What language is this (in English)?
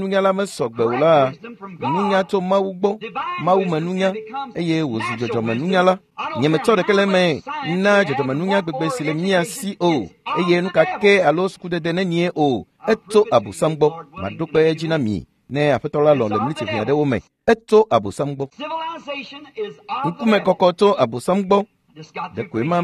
Ewe